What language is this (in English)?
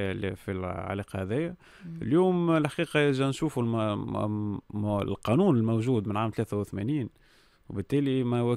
Tunisian Arabic